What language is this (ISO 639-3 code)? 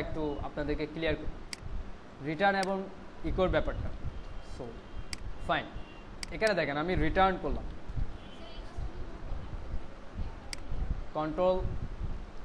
ben